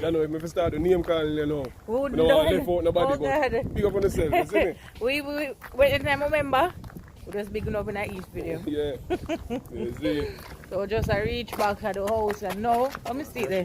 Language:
Jamaican Creole English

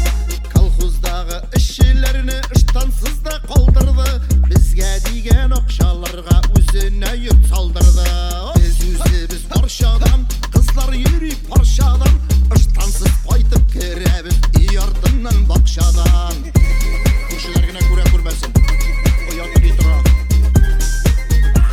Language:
Tatar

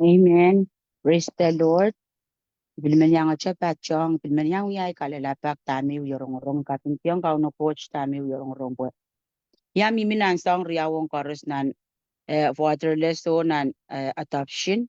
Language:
Pohnpeian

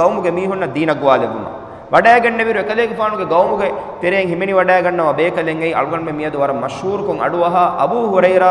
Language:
Divehi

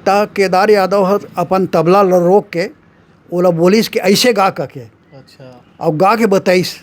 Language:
Chhattisgarhi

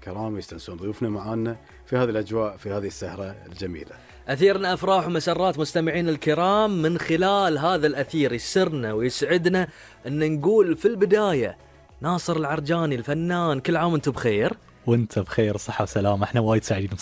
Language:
Gulf Arabic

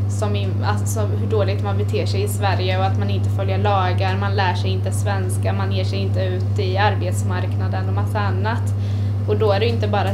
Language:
Swedish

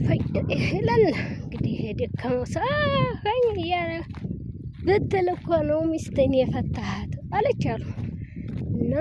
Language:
Amharic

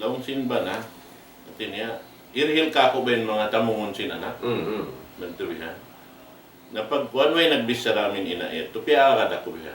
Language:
Tausug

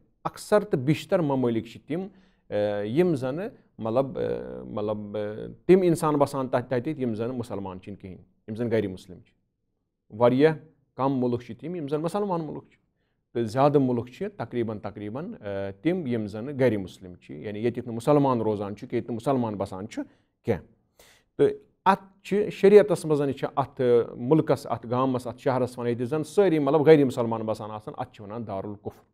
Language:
Kashmiri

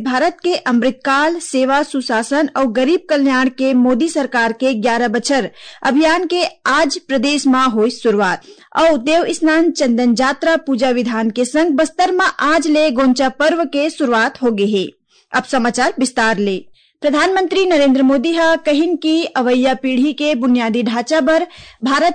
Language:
Chhattisgarhi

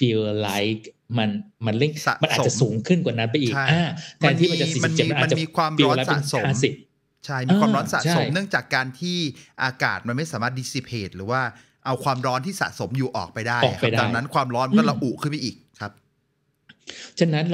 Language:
Thai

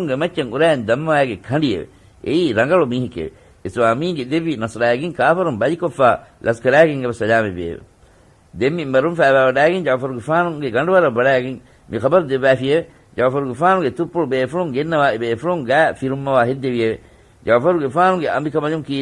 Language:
Divehi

